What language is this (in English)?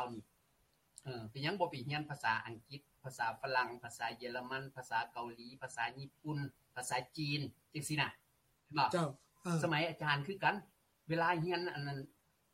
Lao